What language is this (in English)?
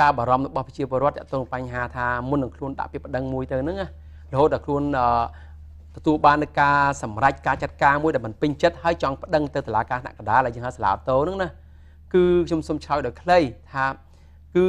Khmer